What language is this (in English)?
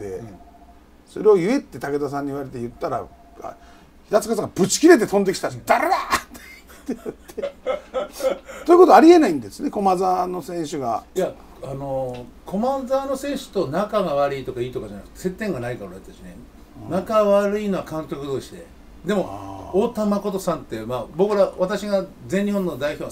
Japanese